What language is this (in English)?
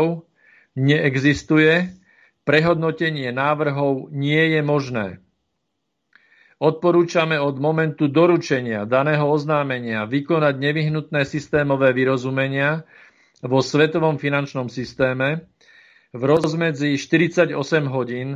Slovak